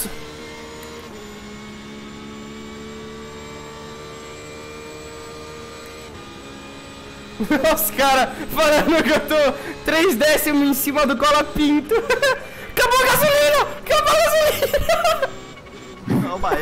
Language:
Portuguese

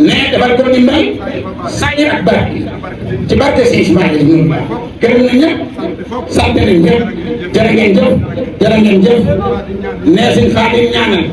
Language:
Wolof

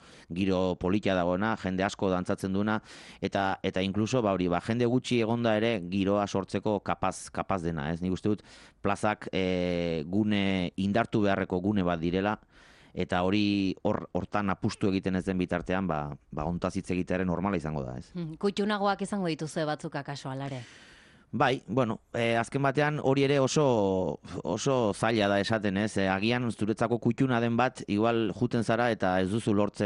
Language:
Basque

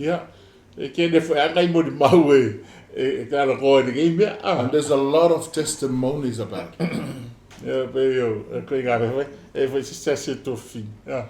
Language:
Samoan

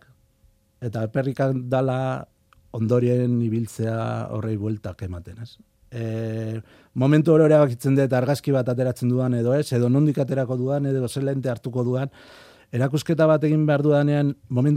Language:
Basque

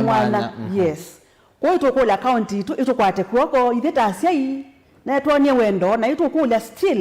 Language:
Kamba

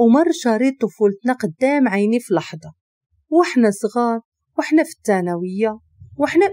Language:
Moroccan Arabic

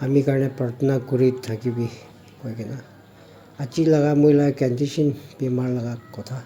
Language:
Naga Pidgin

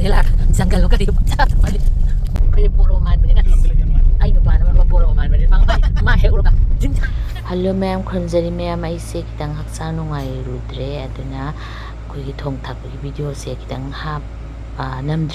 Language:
Manipuri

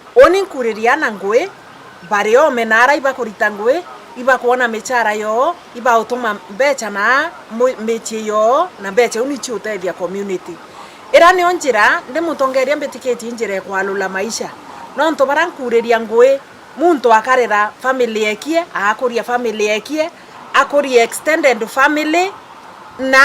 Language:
Meru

